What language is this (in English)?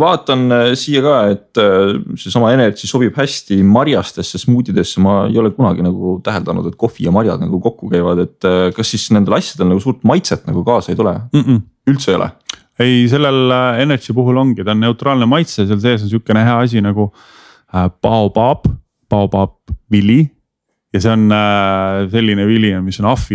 Estonian